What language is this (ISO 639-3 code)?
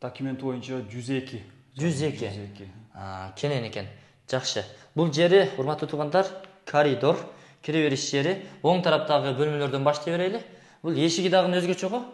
kir